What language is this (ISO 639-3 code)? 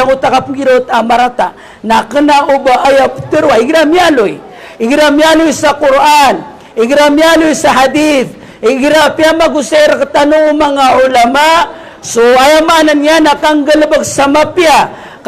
mrw